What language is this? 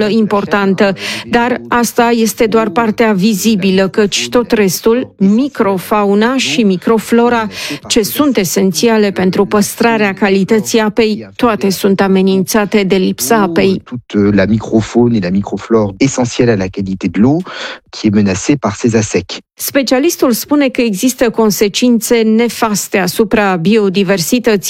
Romanian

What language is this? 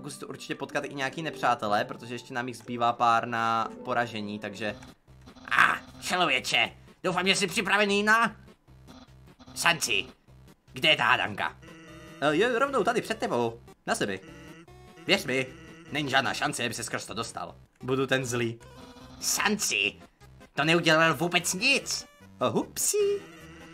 Czech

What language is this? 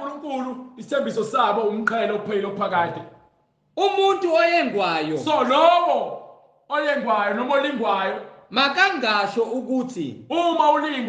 Zulu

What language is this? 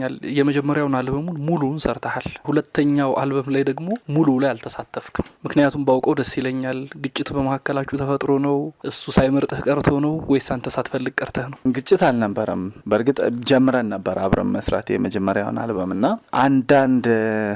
Amharic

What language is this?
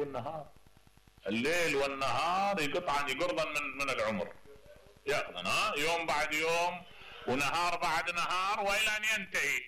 Mesopotamian Arabic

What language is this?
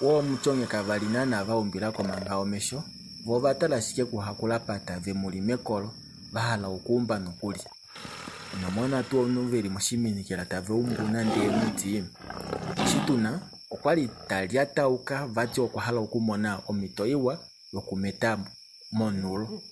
Kuanyama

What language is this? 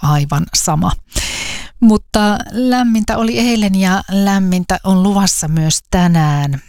Finnish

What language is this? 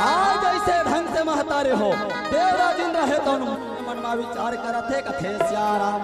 Chhattisgarhi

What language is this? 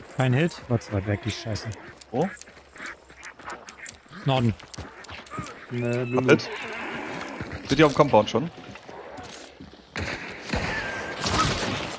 German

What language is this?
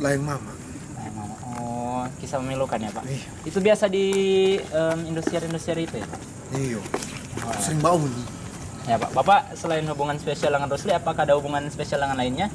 Manado Malay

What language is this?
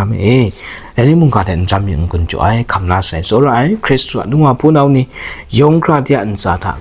Kachin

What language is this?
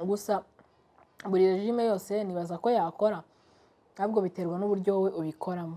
Kinyarwanda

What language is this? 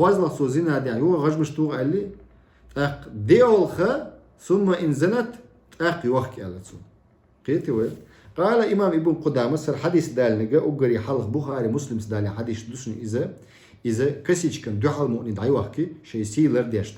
Chechen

